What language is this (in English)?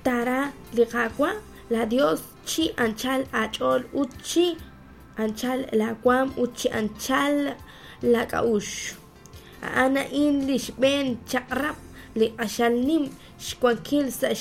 Kekchí